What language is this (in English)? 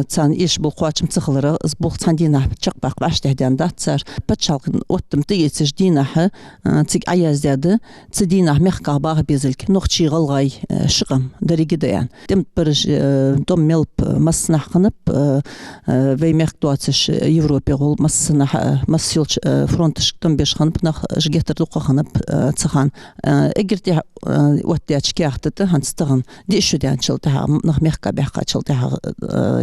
Ingush